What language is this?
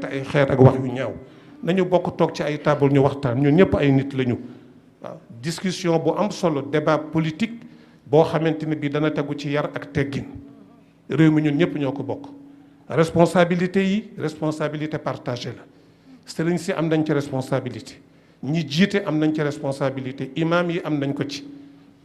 Wolof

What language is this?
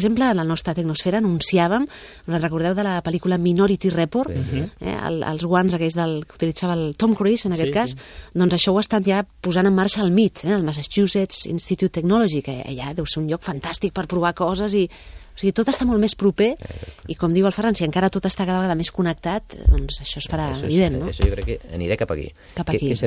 Catalan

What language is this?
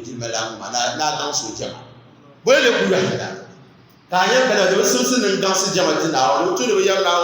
Dagbani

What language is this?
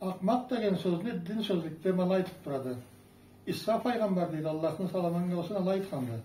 Karachay-Balkar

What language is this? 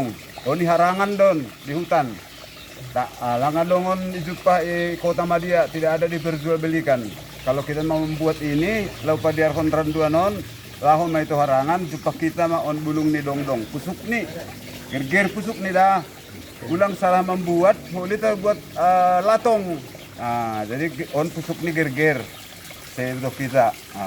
Batak Simalungun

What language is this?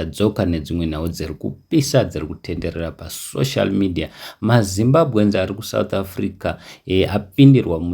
Shona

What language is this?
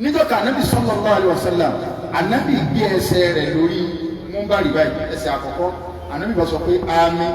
Yoruba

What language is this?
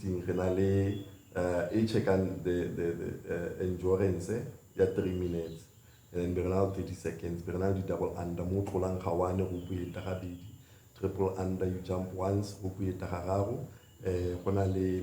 Tswana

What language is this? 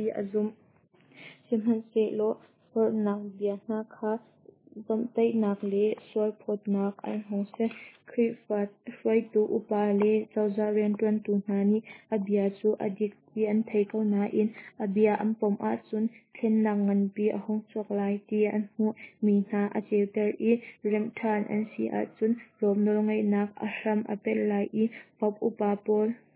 Hakha Chin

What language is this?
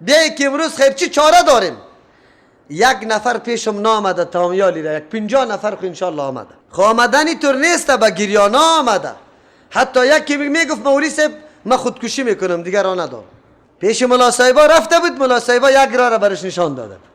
Persian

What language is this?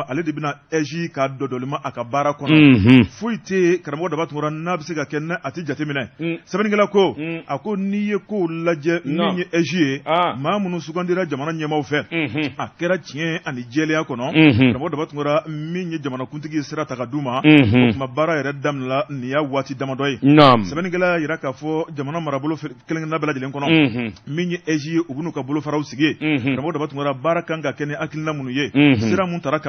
Bambara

